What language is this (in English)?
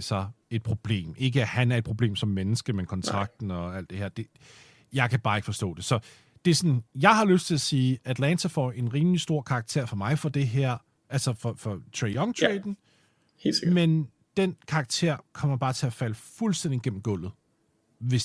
Danish